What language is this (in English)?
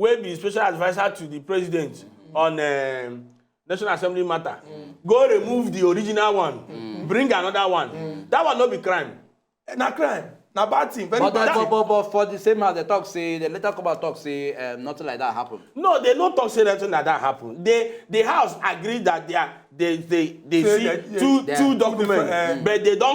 Nigerian Pidgin